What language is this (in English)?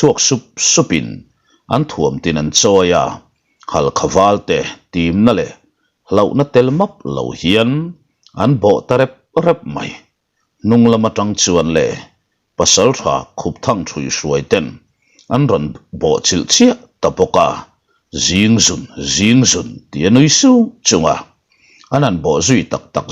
Mizo